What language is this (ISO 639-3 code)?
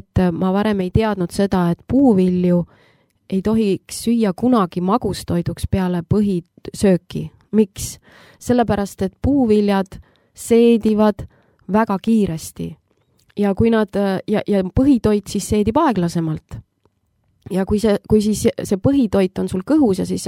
est